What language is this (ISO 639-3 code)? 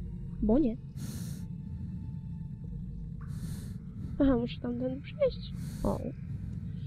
pol